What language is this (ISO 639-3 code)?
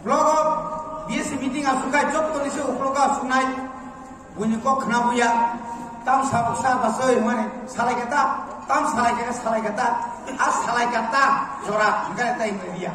trp